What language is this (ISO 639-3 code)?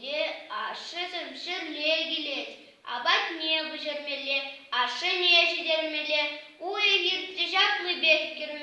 chv